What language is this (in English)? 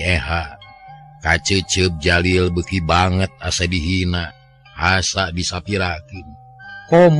Sundanese